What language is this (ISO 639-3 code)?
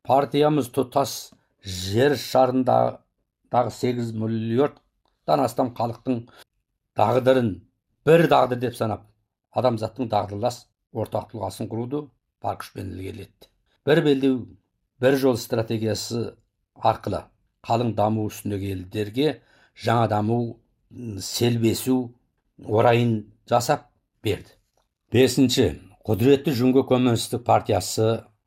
kaz